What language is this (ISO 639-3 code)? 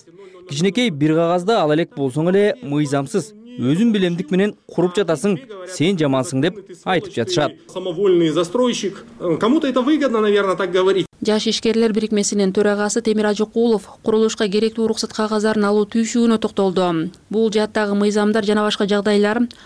kir